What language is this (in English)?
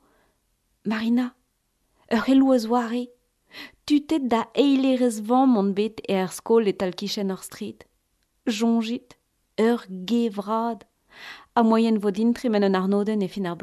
Breton